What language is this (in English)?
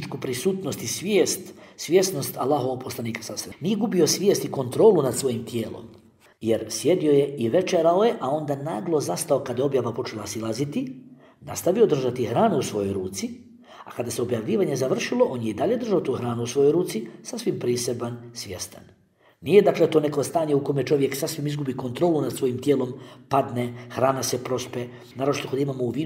Bosnian